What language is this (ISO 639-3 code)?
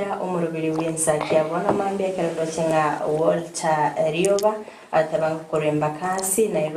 guz